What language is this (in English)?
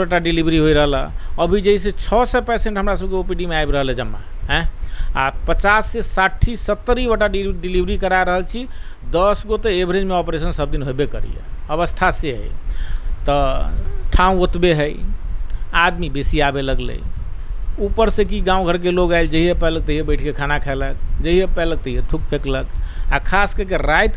Maithili